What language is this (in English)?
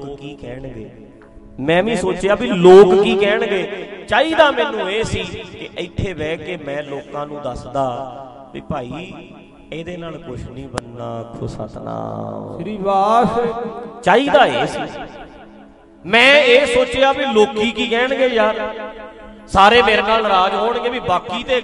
Punjabi